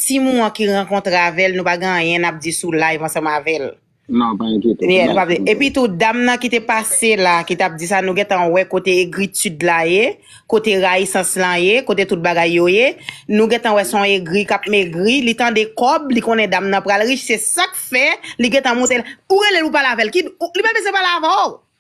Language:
Haitian Creole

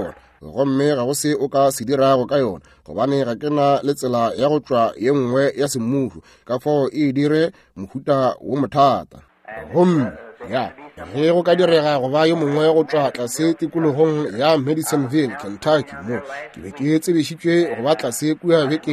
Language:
Northern Sotho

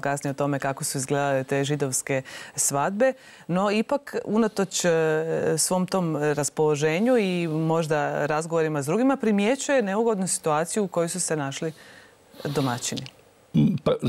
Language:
Croatian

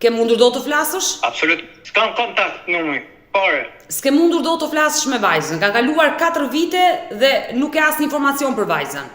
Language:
Albanian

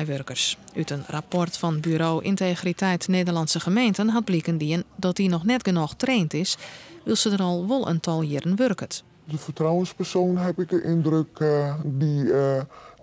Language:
Western Frisian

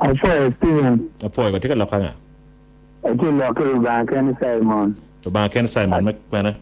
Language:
Acoli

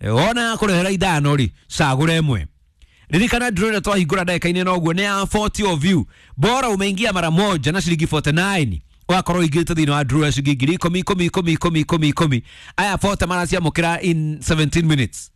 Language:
Kikuyu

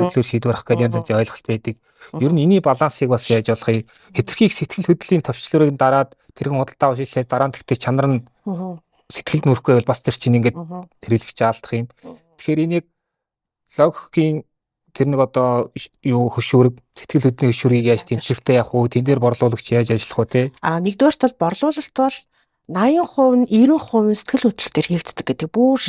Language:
Mongolian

